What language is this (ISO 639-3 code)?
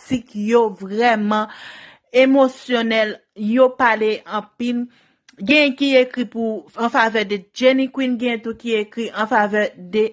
hat